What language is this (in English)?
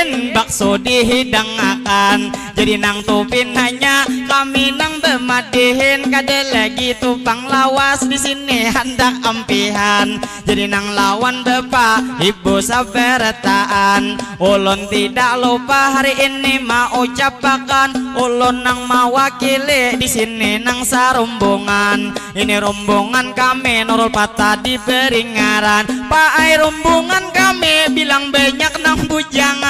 Banjar